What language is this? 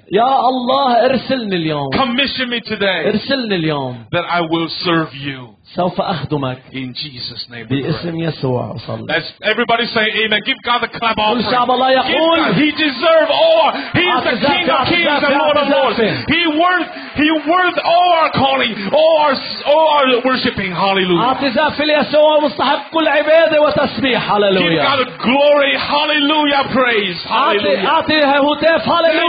Arabic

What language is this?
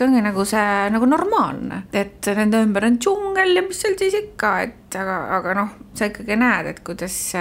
Estonian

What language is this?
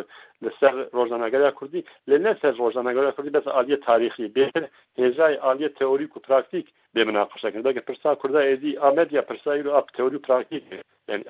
Kurdish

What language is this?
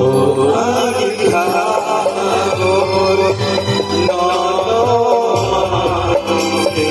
Kok Borok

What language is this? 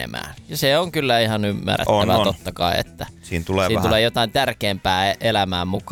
Finnish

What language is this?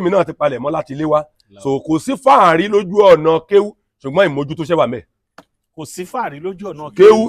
Yoruba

